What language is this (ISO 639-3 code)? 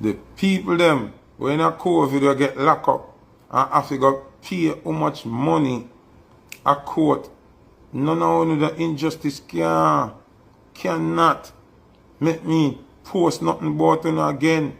jam